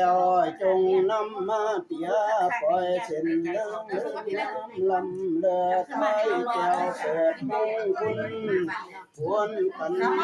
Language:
Lao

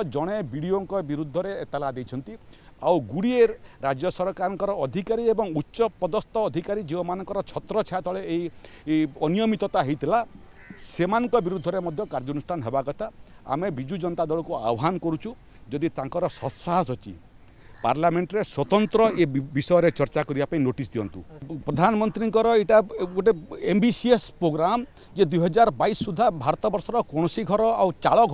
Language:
Odia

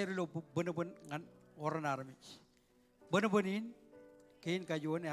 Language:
Marshallese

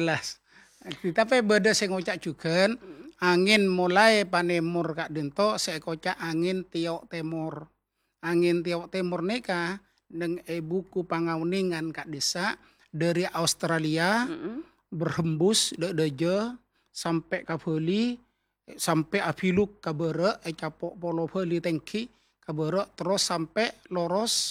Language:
Madurese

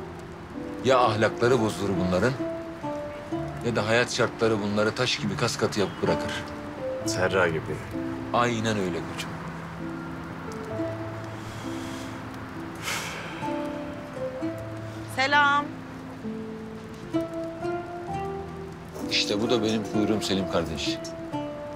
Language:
Turkish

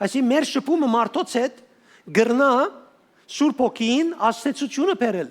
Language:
Western Armenian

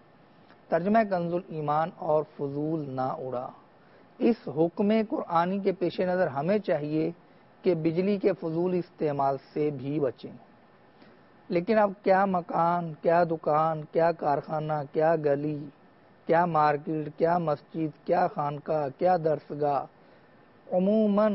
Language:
Urdu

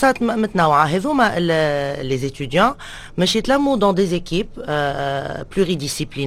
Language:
Tunisian Arabic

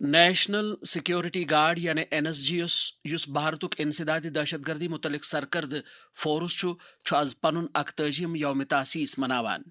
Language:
Kashmiri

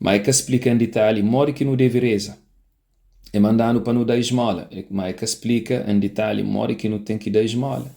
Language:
Kabuverdianu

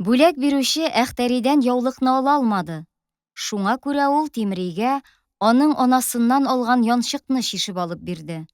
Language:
Tatar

